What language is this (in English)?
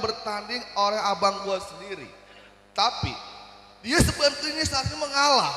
Betawi